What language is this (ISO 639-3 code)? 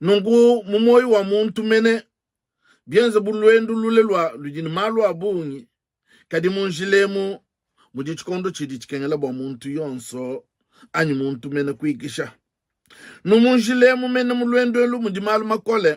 lua